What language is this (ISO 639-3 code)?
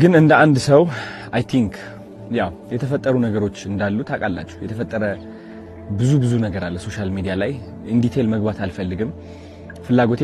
amh